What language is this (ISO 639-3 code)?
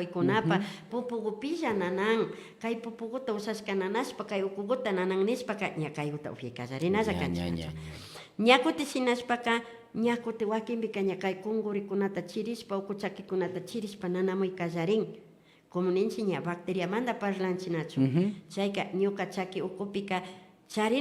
qvi